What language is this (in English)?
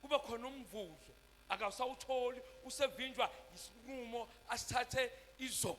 Zulu